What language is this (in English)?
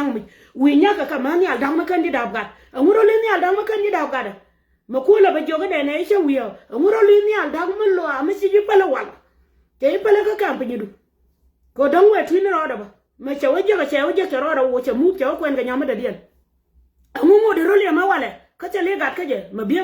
Nuer